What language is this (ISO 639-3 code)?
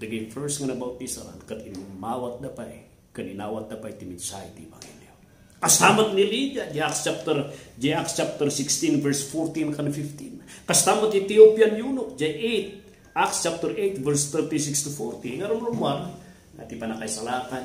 ilo